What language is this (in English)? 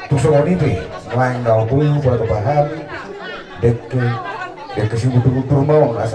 Batak Toba